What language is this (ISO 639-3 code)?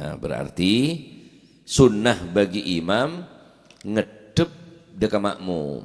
mad